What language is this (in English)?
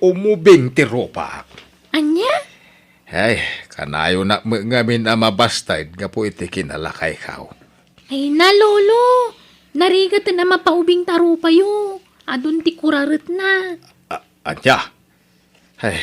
Iloko